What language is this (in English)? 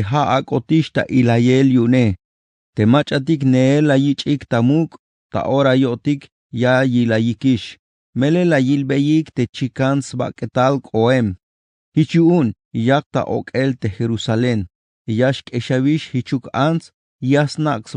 Tzeltal